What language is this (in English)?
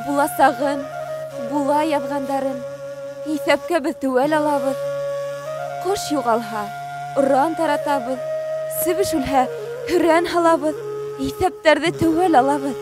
Bashkir